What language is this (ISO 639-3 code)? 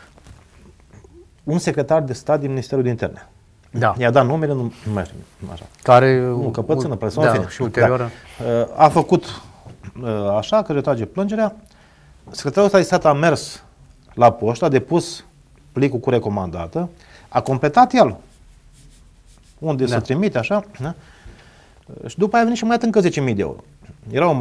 ron